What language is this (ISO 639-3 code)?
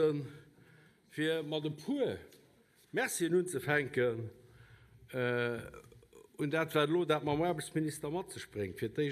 ltz